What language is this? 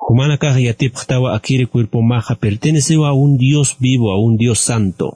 Aymara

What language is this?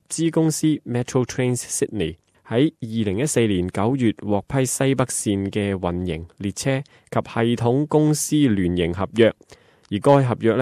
Cantonese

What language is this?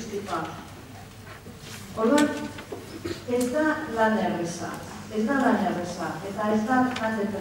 Basque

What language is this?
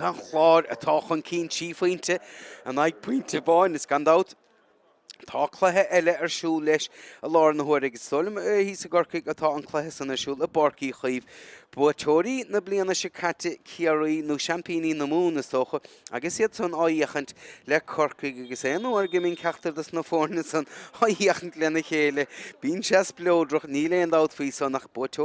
Irish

